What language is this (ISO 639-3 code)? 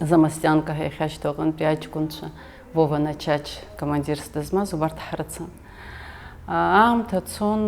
abk